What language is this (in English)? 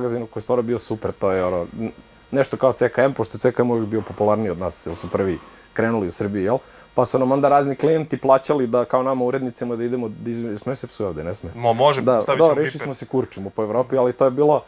Serbian